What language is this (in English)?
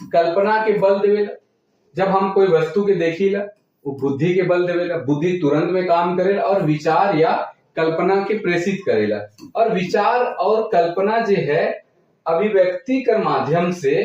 Sadri